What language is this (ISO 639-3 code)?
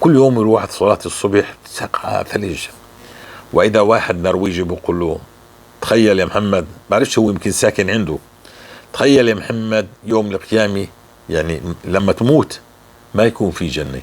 apc